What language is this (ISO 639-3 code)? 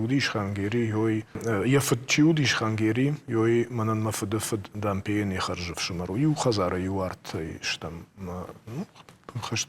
oss